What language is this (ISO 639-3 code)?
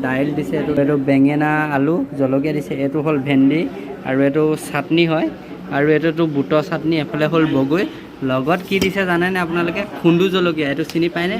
asm